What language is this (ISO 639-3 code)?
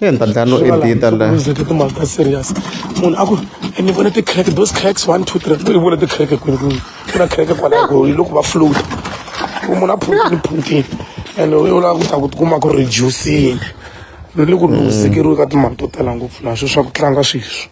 tso